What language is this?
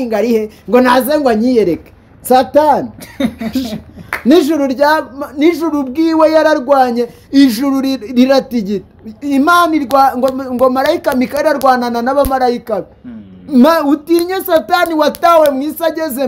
Kinyarwanda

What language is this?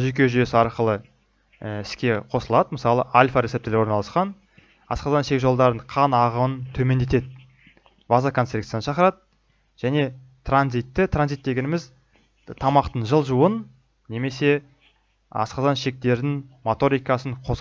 Kazakh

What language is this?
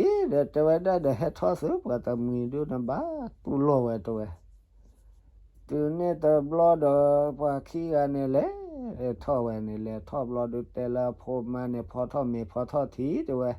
S'gaw Karen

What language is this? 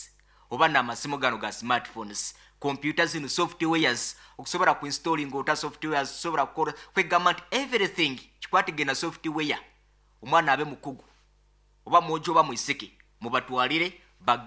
Nyoro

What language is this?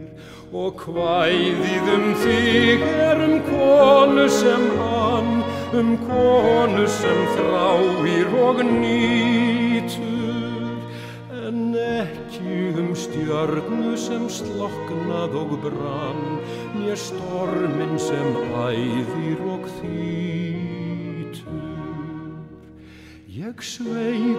Icelandic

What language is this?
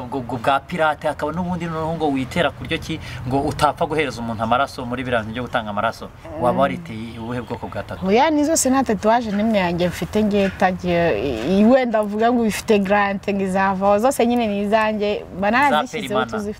Kinyarwanda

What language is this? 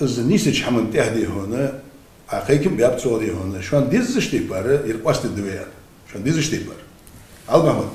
Ingush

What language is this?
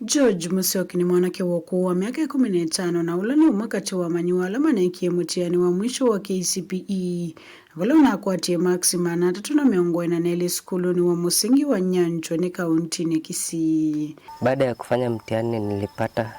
Kamba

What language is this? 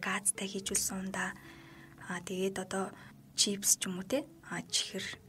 Mongolian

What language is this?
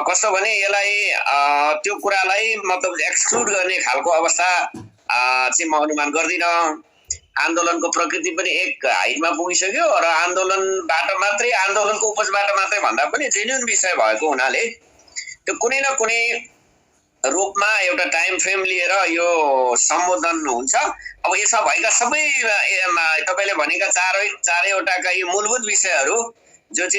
Nepali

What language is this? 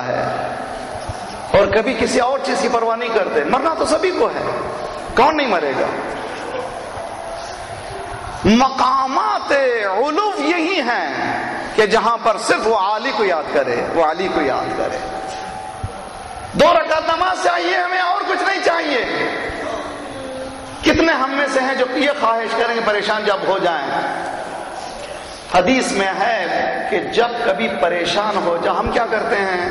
Urdu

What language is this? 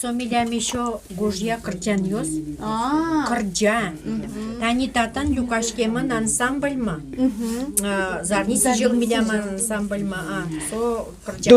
Udmurt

